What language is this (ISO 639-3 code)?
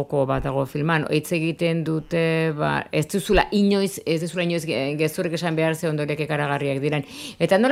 eus